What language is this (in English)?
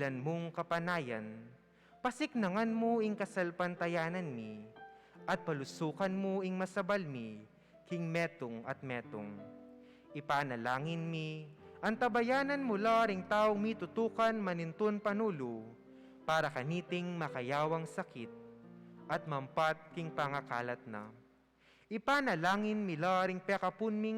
Pampanga